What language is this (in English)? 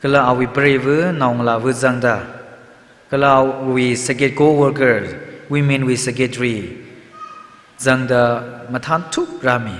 Tangkhul Naga (India)